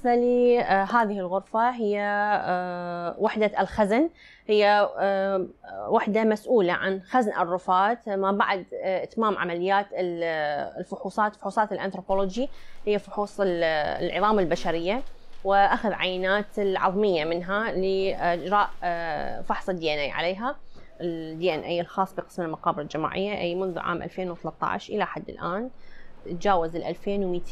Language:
North Levantine Arabic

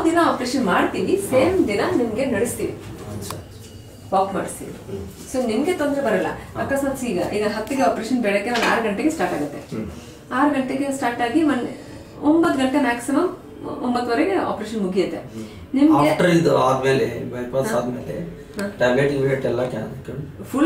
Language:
Kannada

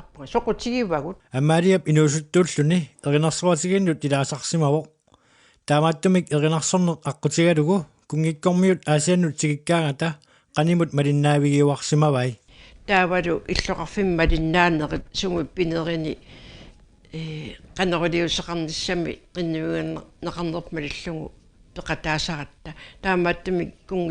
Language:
Kalaallisut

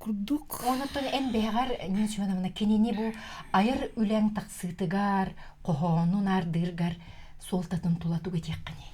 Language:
Yakut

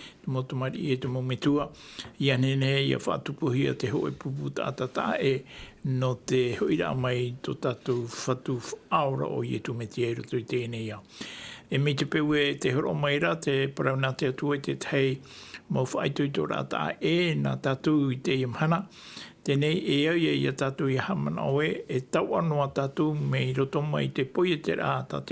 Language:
Tahitian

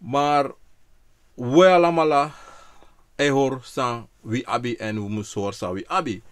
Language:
Sranan Tongo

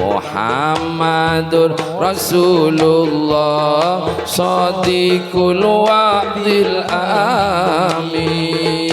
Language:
Madurese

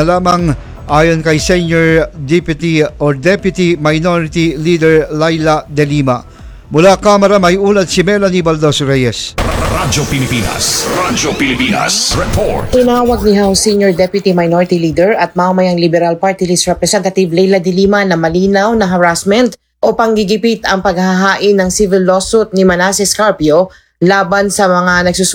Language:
Filipino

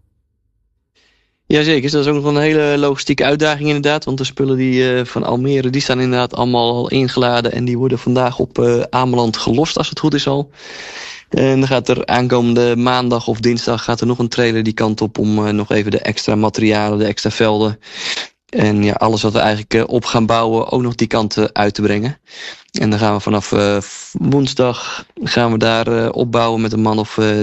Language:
Dutch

